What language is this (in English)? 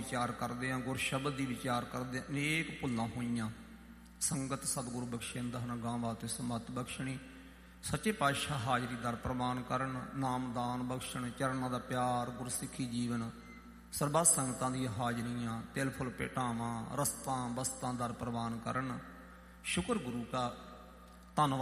Punjabi